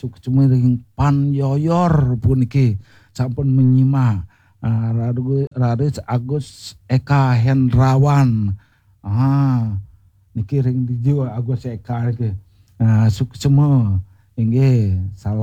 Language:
Balinese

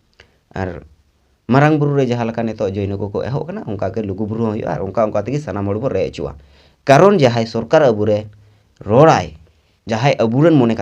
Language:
Santali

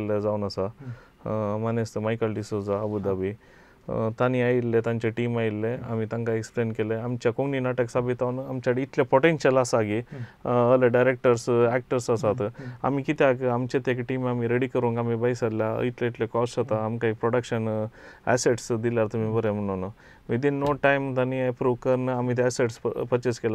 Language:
Konkani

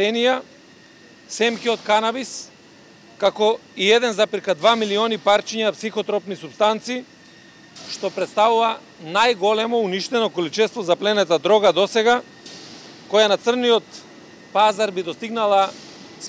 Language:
Macedonian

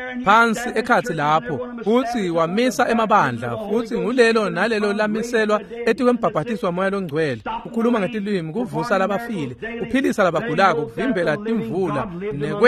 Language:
Swati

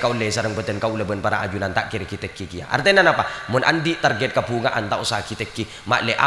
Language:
Madurese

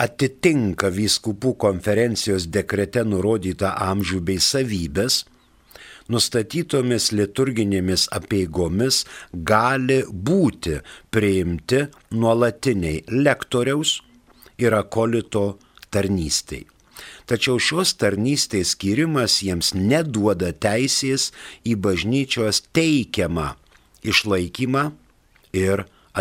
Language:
Lithuanian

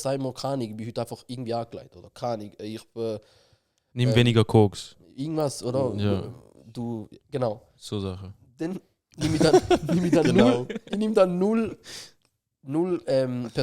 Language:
Swiss German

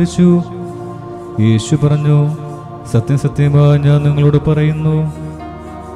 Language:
Malayalam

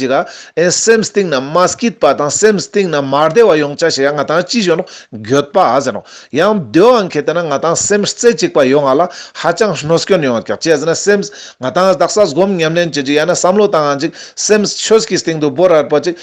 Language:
Ladakhi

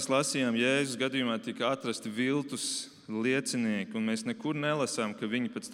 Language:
Latvian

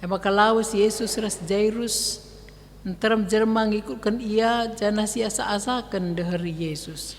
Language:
Batak Karo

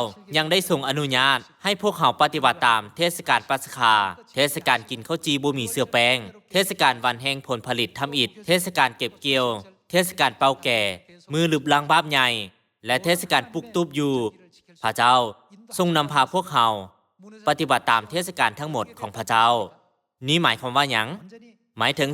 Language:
Lao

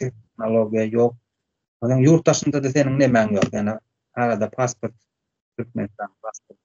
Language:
Turkmen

